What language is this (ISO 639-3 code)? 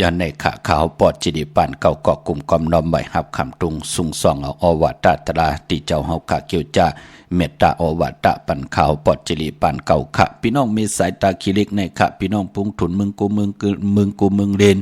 shn